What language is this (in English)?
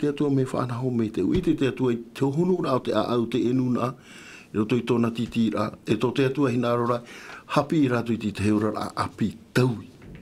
Tahitian